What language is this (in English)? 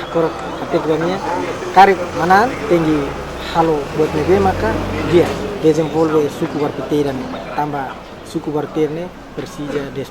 Tetum